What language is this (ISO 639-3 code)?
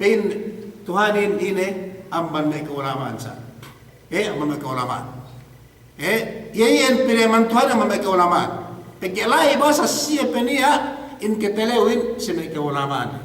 yka